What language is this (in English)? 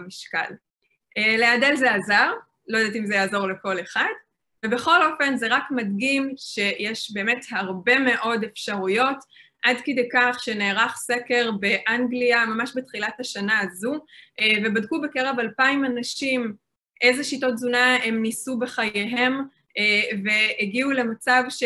Hebrew